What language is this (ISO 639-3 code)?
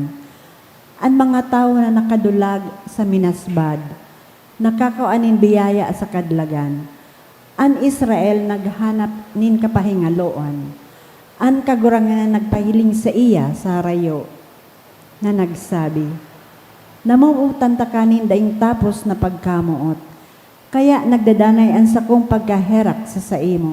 bik